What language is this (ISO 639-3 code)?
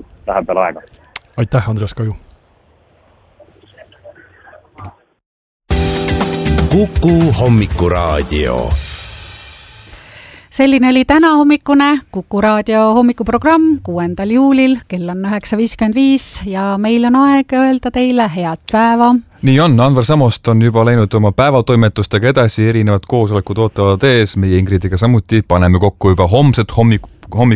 est